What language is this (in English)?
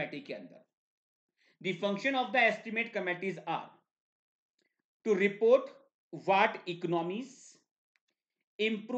Hindi